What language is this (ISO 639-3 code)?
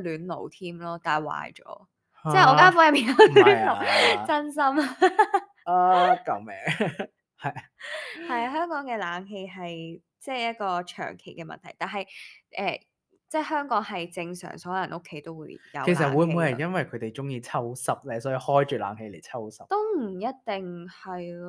yue